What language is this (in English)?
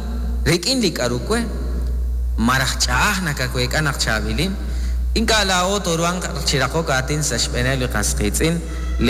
Kekchí